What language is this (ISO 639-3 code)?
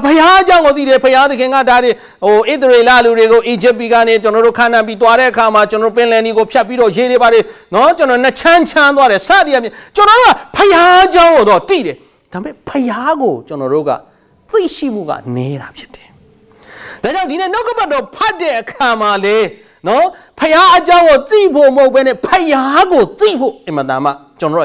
mya